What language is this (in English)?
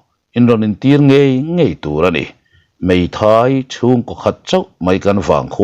Mizo